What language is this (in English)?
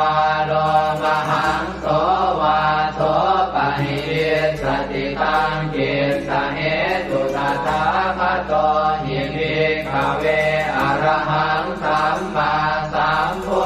Pali